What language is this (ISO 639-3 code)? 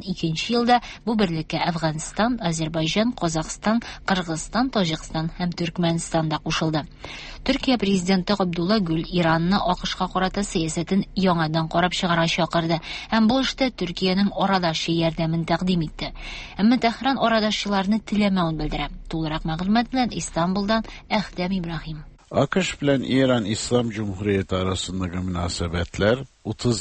tat